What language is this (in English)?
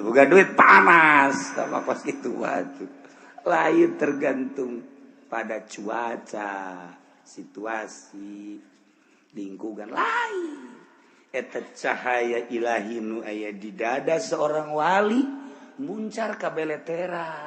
Sundanese